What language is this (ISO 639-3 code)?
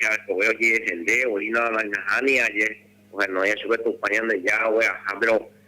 grn